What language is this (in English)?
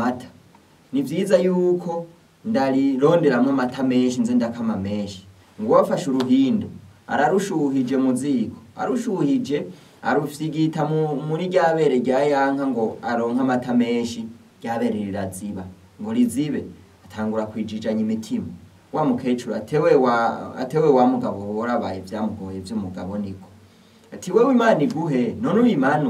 Rundi